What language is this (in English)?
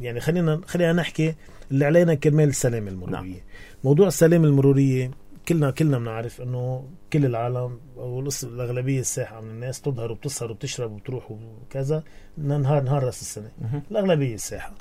North Levantine Arabic